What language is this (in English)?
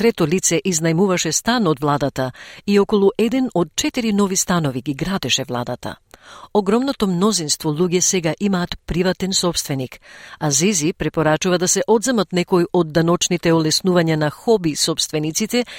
Macedonian